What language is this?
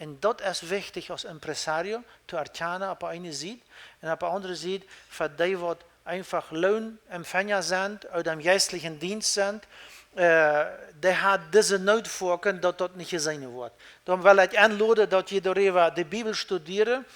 Plautdietsch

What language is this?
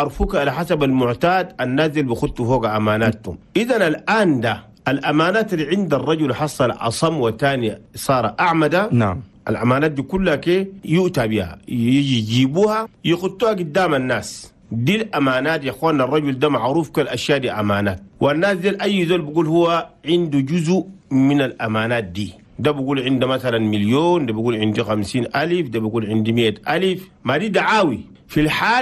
Chadian Arabic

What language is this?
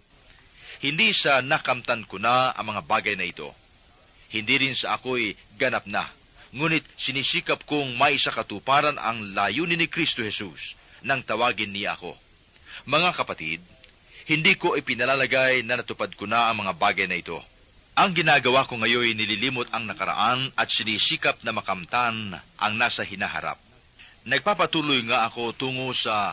Filipino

